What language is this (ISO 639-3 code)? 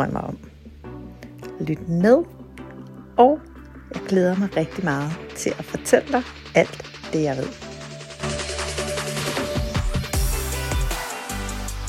dan